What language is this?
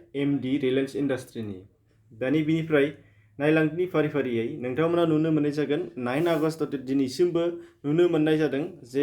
Bodo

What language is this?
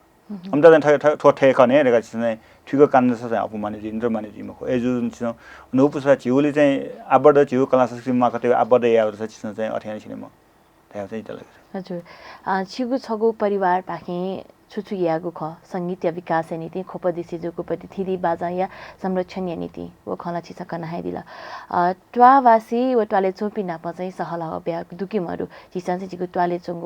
Newari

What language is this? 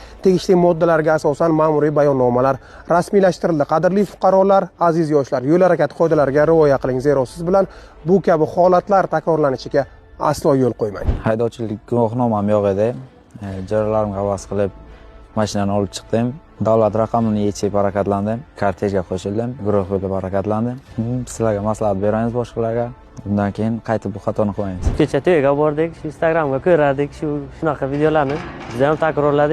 Uzbek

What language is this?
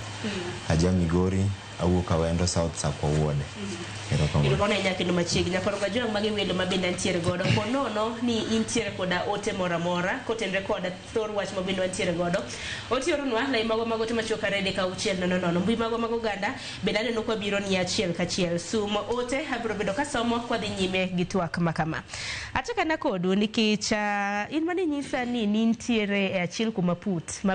Luo (Kenya and Tanzania)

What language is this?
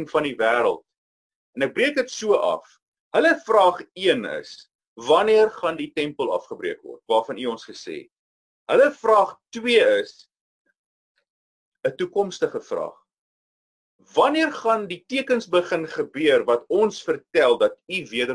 Afrikaans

